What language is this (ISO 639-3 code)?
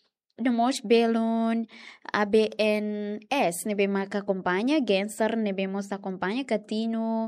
tet